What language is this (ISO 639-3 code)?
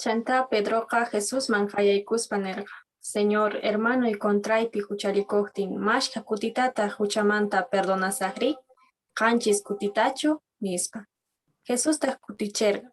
que